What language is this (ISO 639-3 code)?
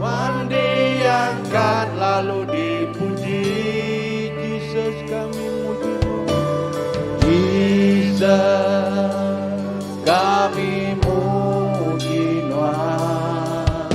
iba